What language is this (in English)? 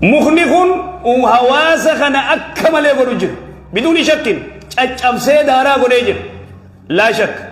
Oromo